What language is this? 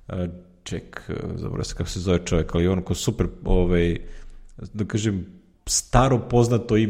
Serbian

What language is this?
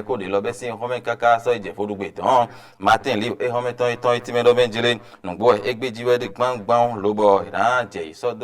Fon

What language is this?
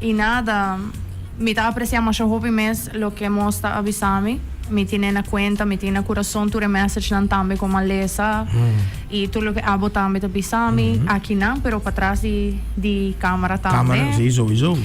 Papiamento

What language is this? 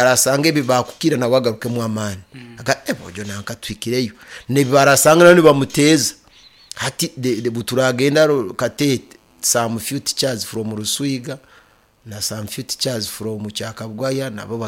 Nyoro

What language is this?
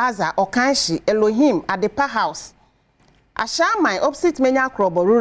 Akan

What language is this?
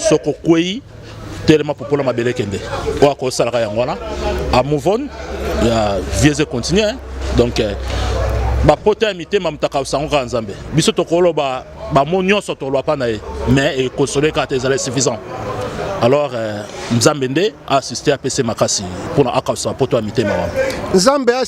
Lingala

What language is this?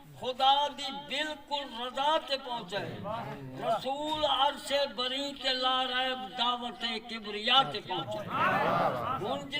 Saraiki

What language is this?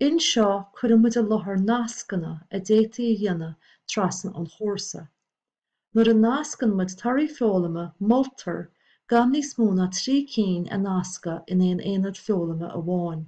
Irish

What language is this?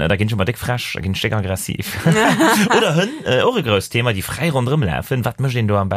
Luxembourgish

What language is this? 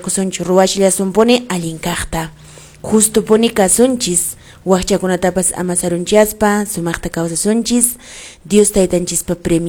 Quechua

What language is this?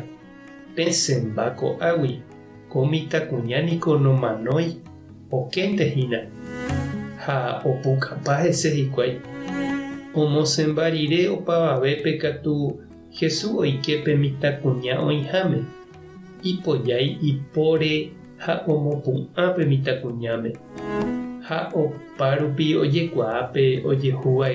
Guarani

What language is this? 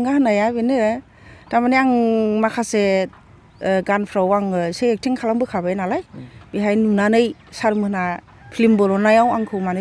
Bodo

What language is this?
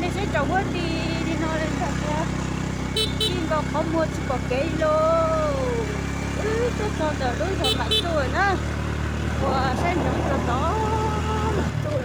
Hmong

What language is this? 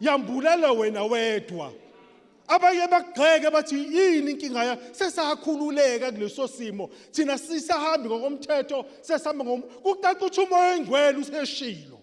Zulu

